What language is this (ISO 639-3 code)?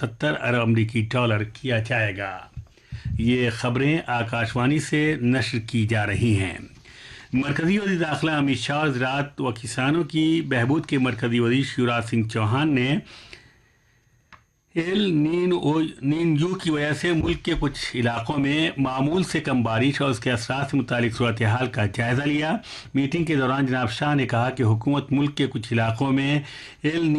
urd